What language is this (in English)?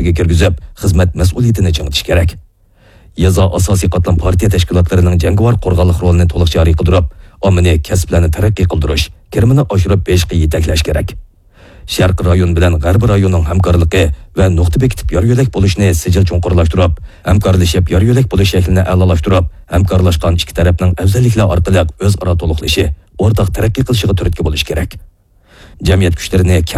Uyghur